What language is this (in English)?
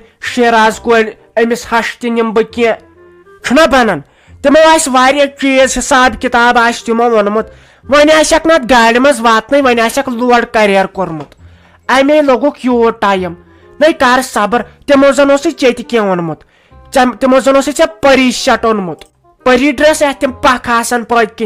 Kashmiri